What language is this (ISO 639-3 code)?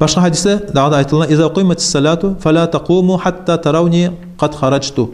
kum